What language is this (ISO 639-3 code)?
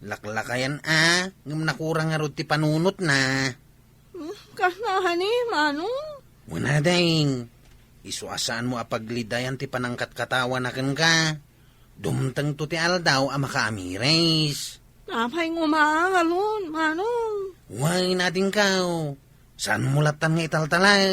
ilo